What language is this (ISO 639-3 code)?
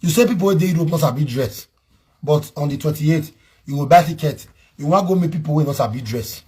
pcm